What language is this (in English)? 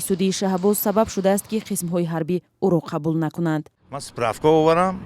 Tajik